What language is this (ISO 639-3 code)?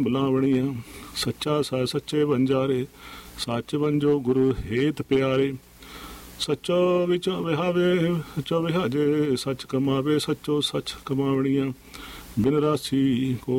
pan